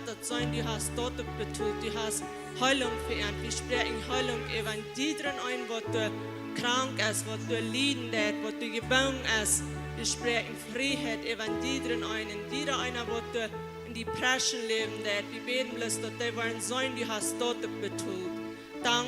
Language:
Plautdietsch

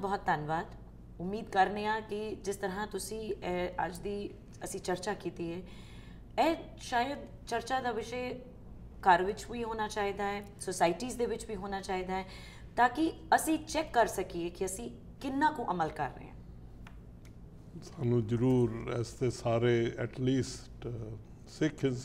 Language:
Punjabi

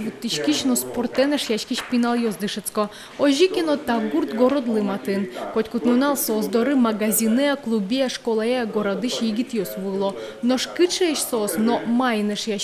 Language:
Udmurt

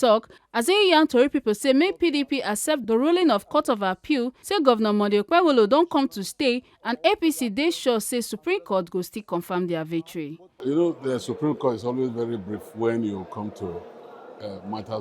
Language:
Nigerian Pidgin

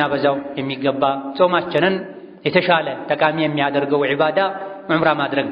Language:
Amharic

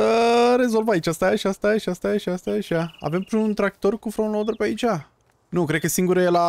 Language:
Romanian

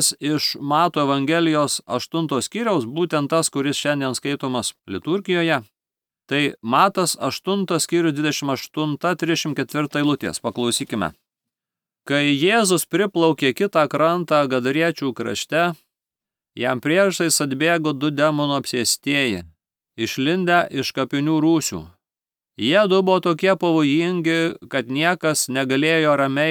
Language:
Lithuanian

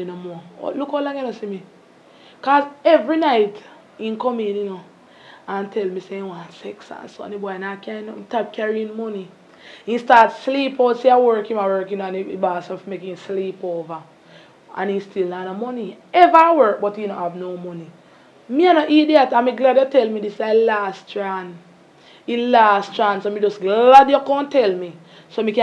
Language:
Jamaican Creole English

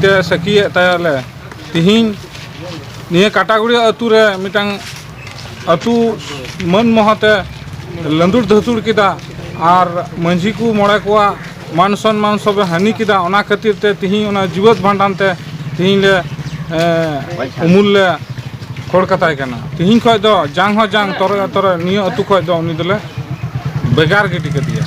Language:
Santali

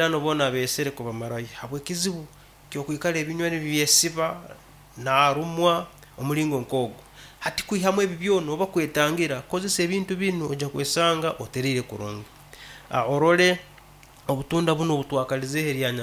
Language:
Nyankole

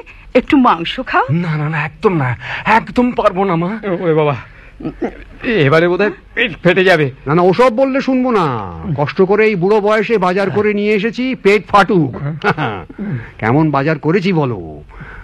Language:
Bangla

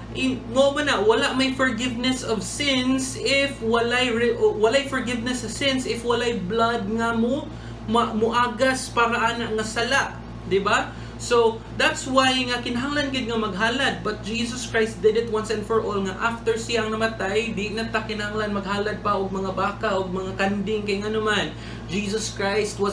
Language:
Cebuano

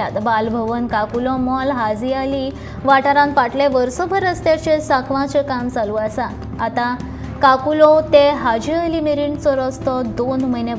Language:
Konkani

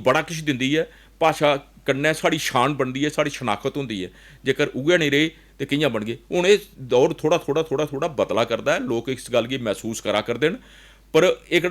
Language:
Dogri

